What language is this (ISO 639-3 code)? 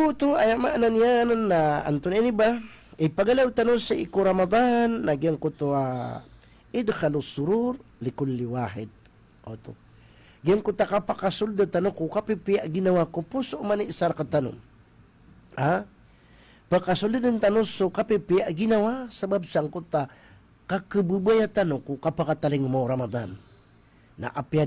mrw